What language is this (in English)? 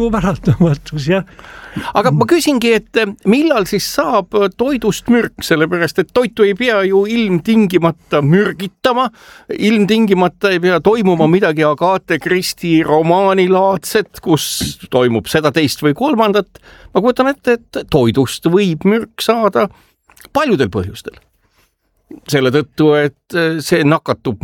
Estonian